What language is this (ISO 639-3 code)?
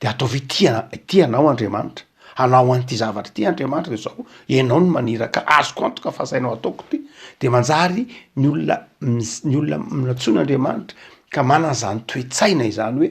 mlg